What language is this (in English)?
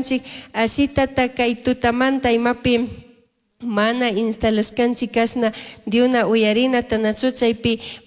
Chimborazo Highland Quichua